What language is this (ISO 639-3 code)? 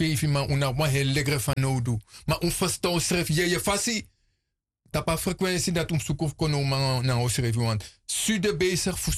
srn